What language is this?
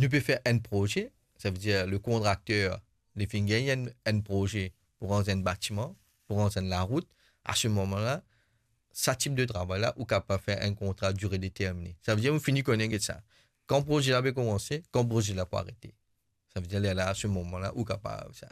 Morisyen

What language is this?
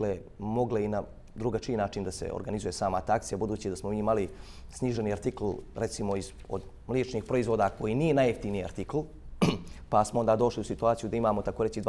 Bosnian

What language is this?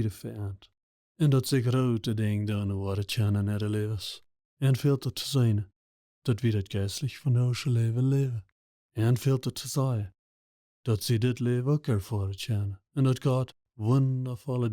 Plautdietsch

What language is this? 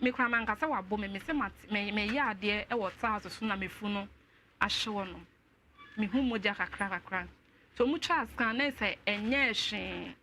Akan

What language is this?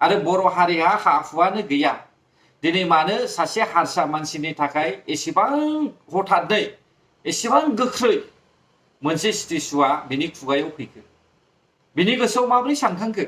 Bodo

